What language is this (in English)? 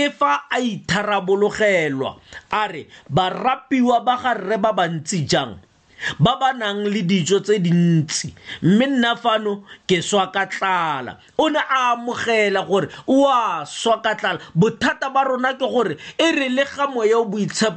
Tswana